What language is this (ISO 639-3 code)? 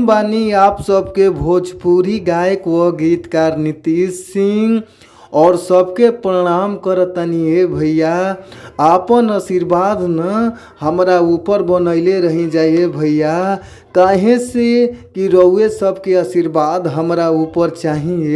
bho